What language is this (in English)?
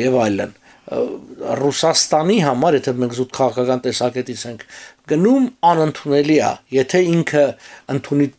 Armenian